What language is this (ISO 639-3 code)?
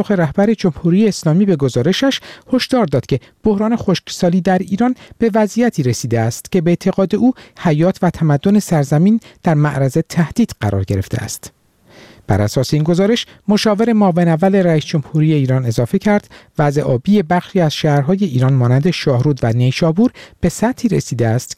fas